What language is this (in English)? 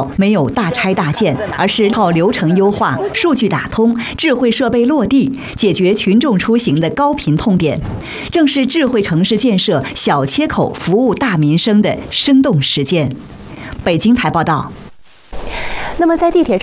Chinese